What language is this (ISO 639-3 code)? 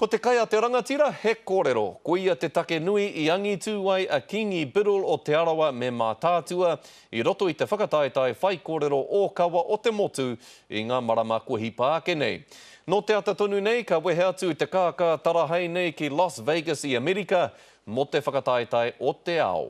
mri